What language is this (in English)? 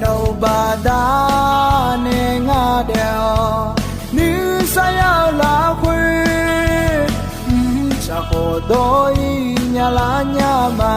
Akha